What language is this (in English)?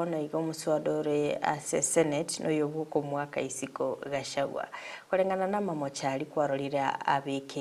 Gusii